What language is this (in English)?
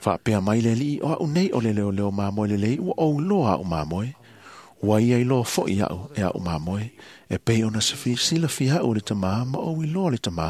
Samoan